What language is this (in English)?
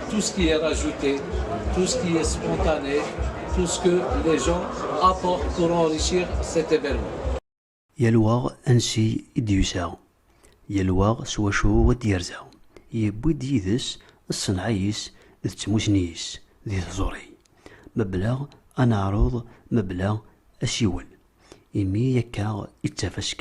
Kabyle